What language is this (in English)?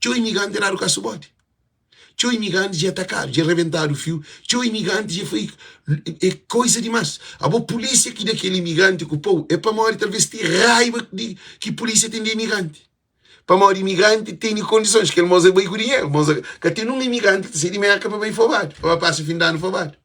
Kabuverdianu